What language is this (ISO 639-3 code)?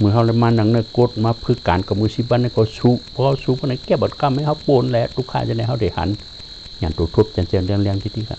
shn